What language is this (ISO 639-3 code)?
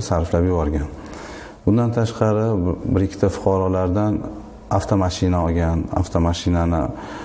uzb